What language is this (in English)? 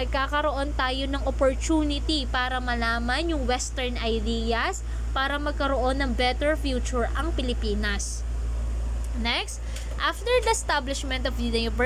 Filipino